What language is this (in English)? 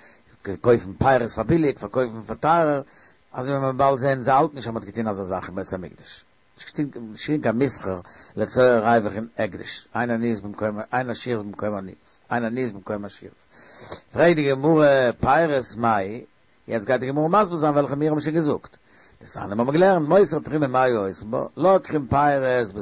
Yiddish